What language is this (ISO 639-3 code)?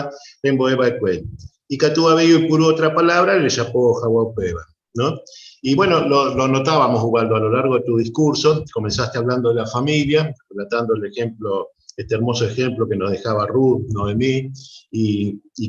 grn